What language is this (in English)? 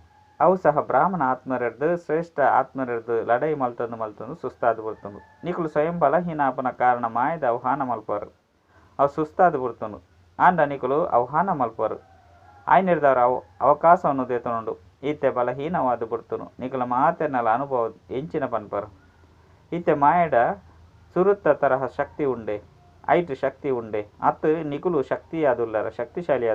Tulu